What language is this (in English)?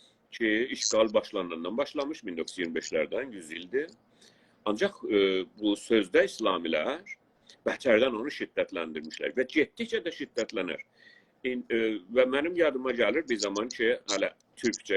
South Azerbaijani